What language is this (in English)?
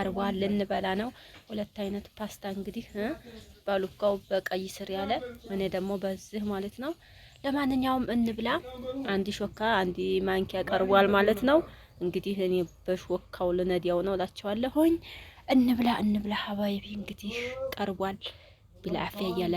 Amharic